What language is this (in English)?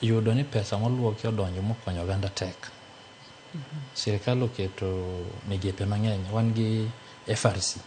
Luo (Kenya and Tanzania)